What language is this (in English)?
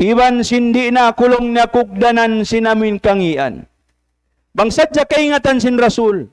Tausug